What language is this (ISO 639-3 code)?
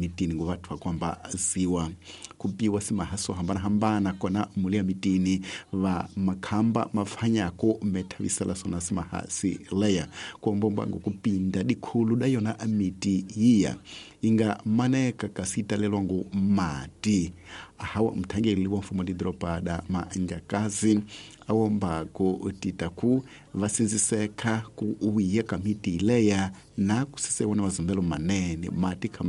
tso